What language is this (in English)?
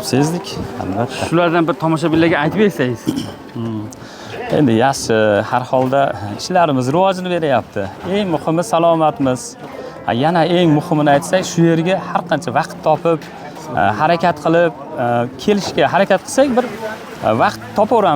Uzbek